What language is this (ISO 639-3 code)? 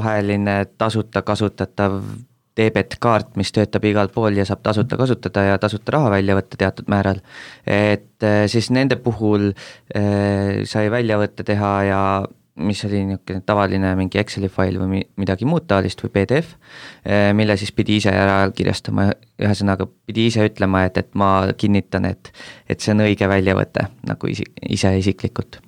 est